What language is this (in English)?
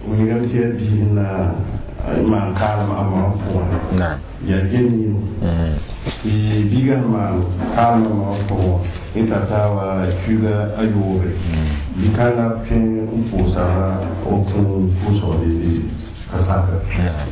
Mossi